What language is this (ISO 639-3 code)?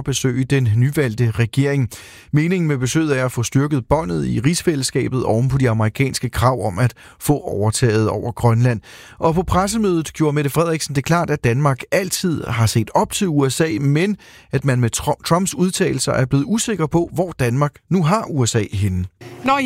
dan